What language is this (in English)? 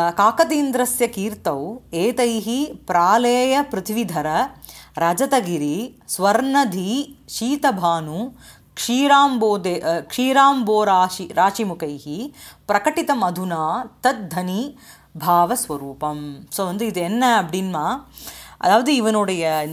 Tamil